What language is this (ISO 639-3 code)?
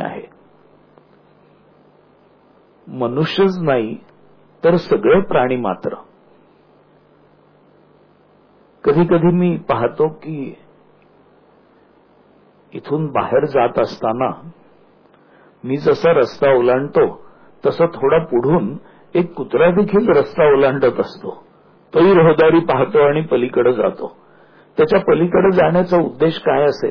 mar